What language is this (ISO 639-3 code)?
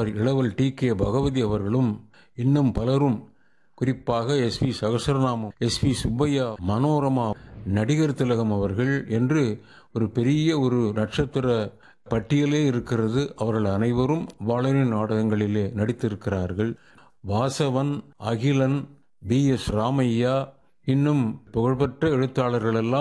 tam